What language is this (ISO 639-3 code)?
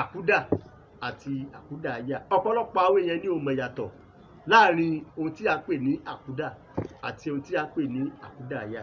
yor